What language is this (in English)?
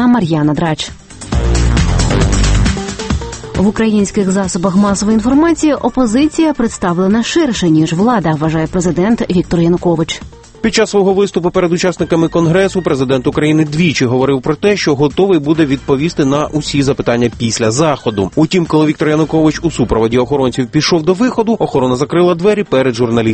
Ukrainian